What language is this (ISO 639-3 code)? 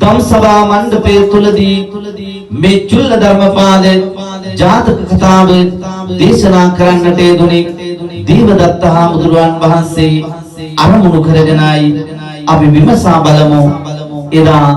sin